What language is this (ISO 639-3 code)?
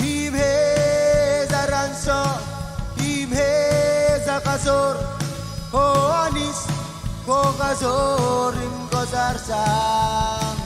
mah